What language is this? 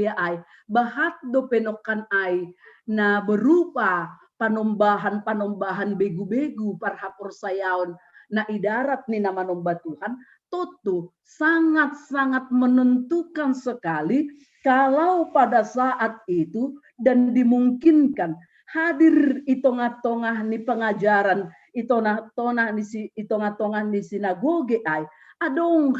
Batak Simalungun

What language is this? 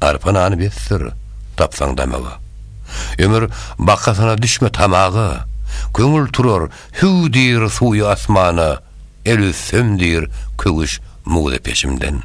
Turkmen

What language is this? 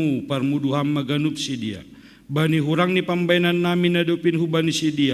Batak Simalungun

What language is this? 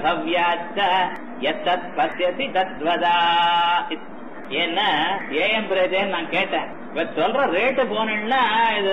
Tamil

